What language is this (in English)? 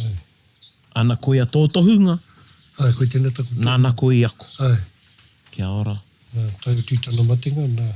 Māori